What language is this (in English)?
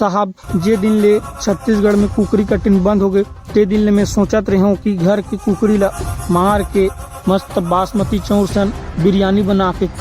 Chhattisgarhi